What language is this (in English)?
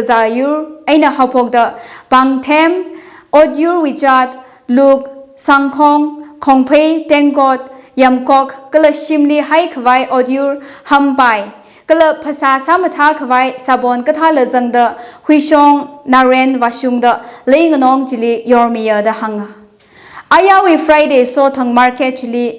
Tangkhul Naga (India)